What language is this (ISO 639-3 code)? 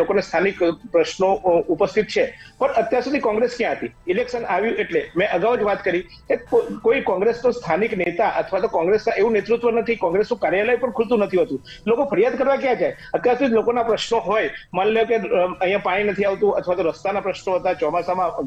guj